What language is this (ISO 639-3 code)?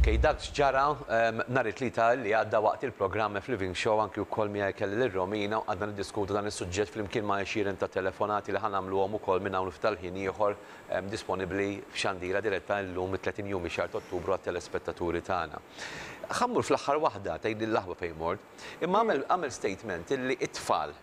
mlt